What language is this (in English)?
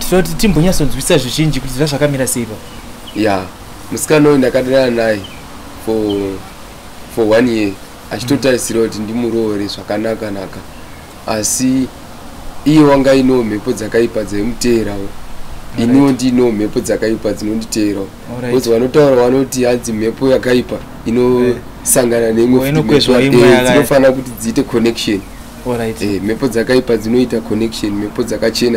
Shona